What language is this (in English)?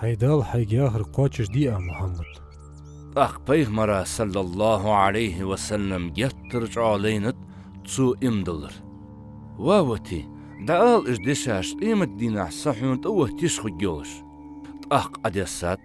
Ingush